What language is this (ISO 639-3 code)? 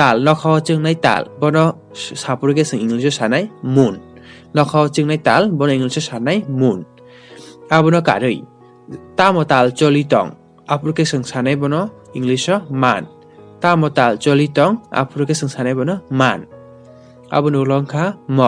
trp